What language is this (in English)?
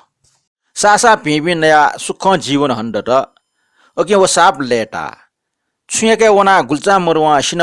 Newari